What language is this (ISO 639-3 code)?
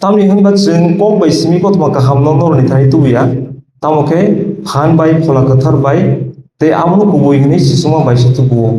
trp